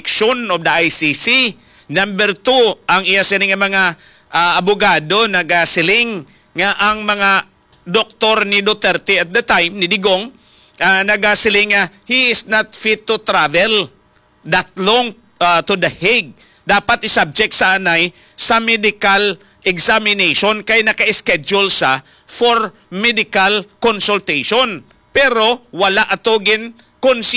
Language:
Hiligaynon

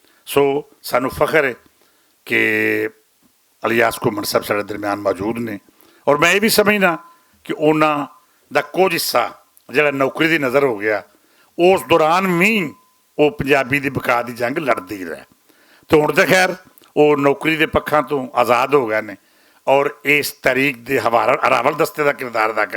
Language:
Western Panjabi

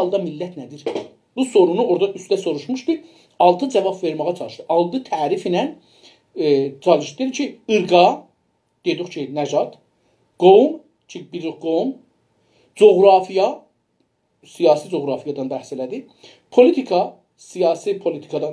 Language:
South Azerbaijani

